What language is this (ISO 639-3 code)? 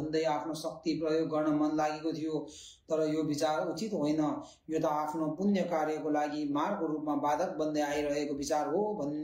nep